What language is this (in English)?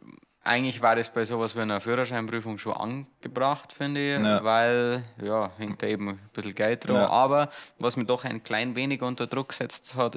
Bavarian